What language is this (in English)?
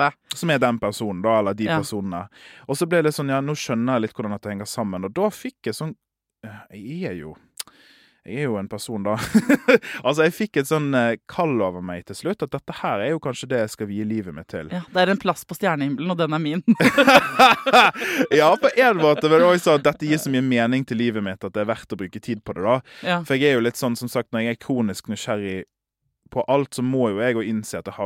Norwegian